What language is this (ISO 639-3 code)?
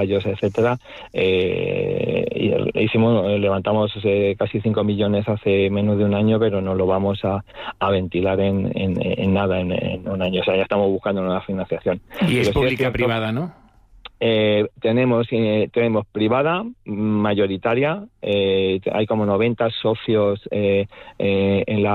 spa